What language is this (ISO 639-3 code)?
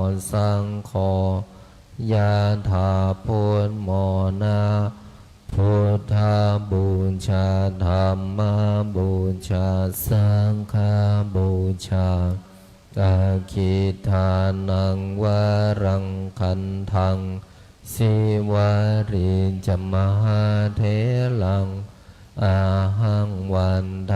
pli